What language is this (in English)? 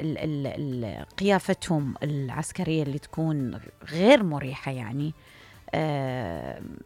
Mesopotamian Arabic